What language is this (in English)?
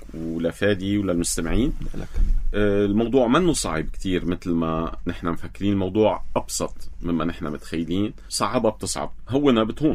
North Levantine Arabic